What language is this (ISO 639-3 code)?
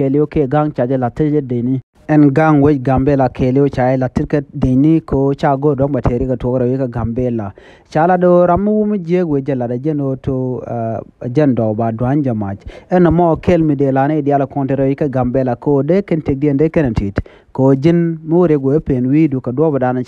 nus